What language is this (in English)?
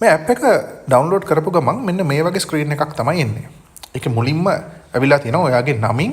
Sinhala